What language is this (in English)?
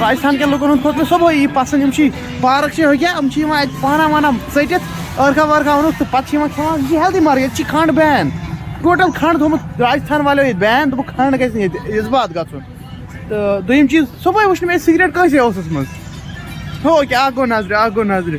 Kashmiri